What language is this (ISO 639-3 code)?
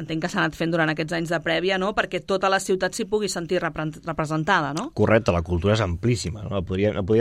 cat